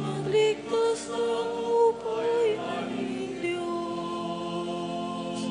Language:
Pampanga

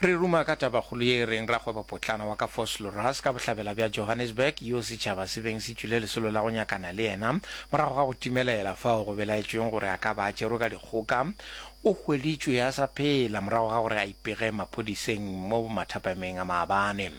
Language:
Northern Sotho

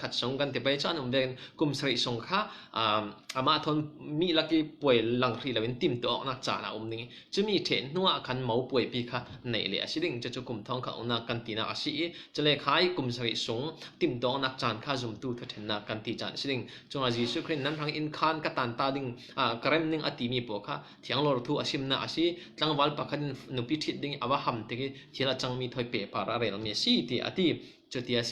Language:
Falam Chin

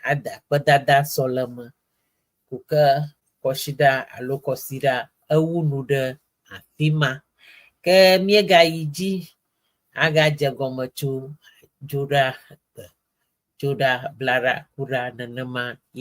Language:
Ewe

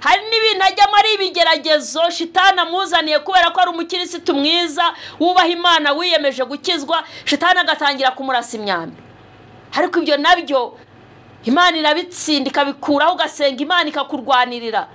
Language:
Kinyarwanda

